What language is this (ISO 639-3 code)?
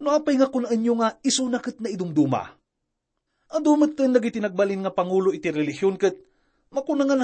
ilo